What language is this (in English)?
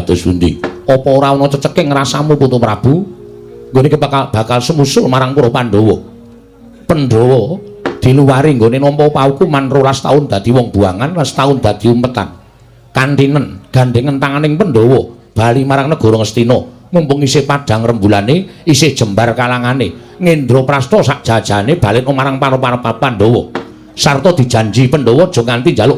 Javanese